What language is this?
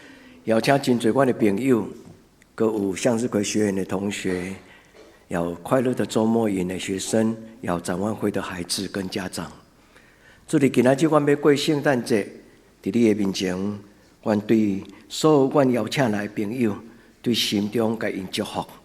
Min Nan Chinese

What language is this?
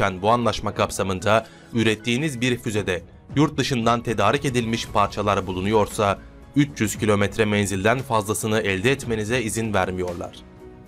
Turkish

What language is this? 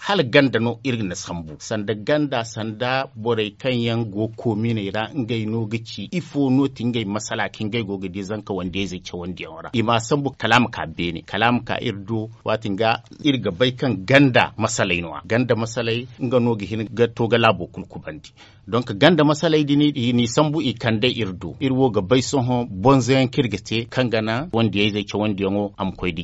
Zarma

